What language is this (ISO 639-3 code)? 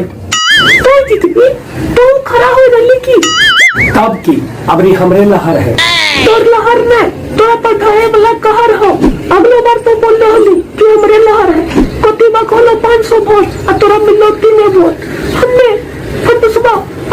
mag